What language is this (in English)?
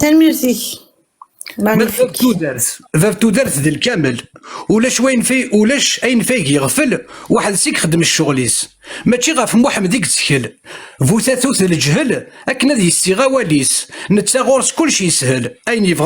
Kabyle